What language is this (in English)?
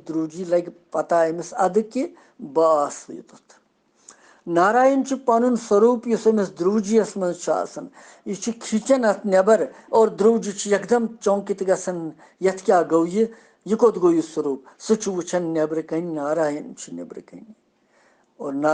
Kashmiri